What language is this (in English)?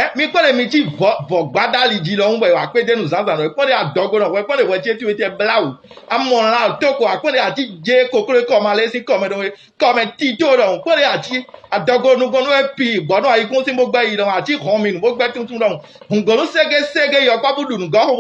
Fon